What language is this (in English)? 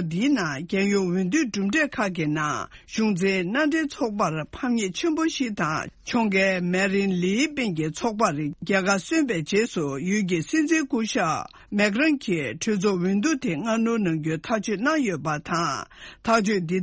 Tibetan